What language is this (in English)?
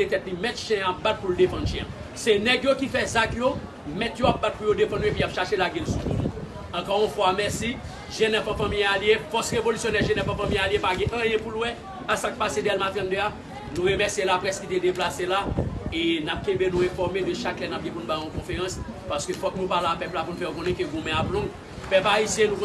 Haitian Creole